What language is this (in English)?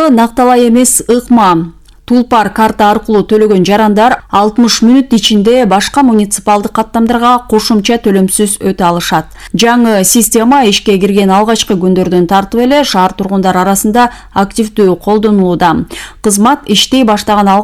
Kyrgyz